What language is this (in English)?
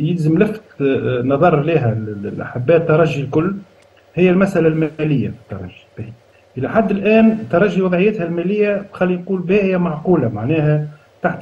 Tunisian Arabic